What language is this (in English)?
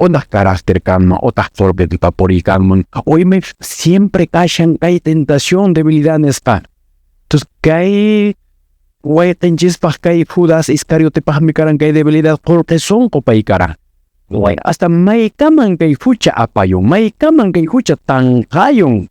Quechua